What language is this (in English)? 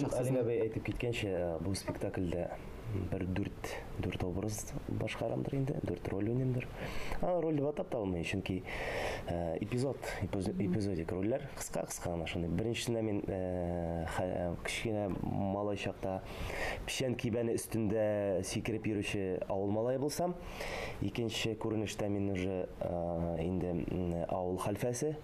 Tatar